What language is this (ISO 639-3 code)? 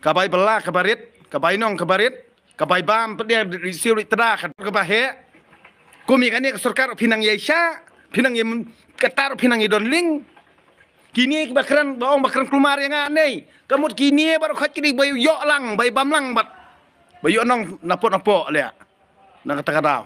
kha